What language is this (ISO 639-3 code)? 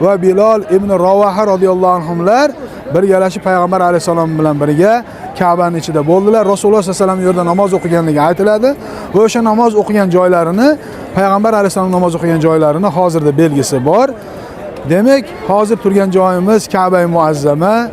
uzb